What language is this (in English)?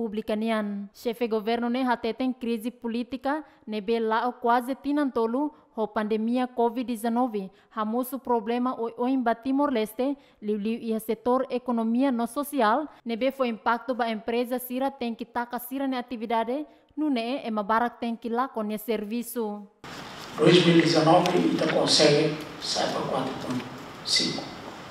Tetum